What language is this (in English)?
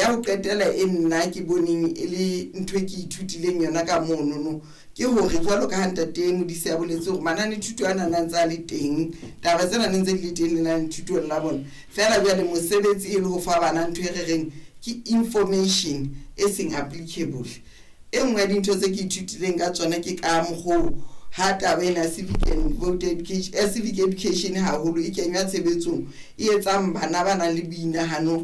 Southern Sotho